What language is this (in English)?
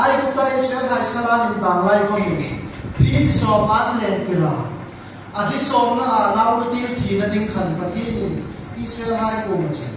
Hmar